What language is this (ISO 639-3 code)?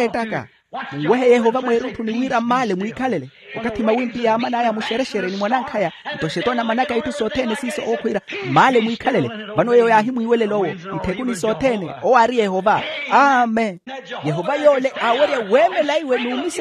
vmw